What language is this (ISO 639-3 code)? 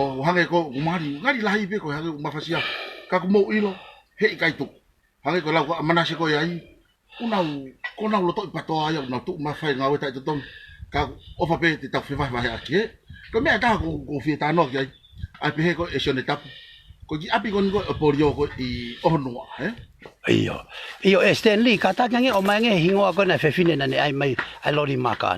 ton